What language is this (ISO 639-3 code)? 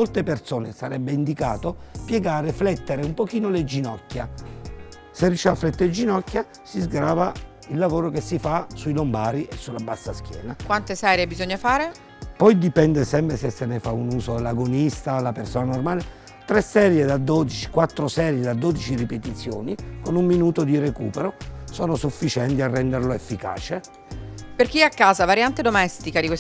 ita